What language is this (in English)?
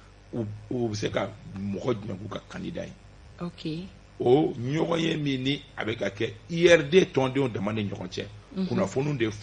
Bambara